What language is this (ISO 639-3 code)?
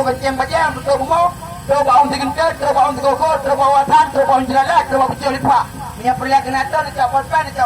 ace